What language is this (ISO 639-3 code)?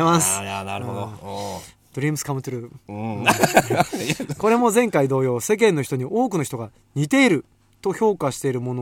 jpn